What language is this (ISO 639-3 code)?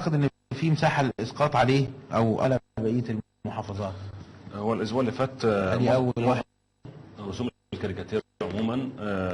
arz